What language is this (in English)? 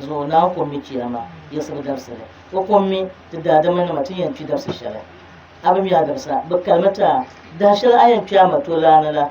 Dagbani